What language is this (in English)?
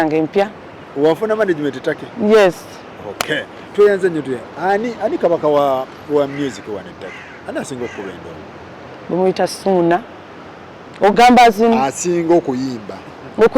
Ganda